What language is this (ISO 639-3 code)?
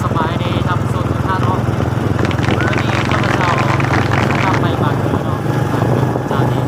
lao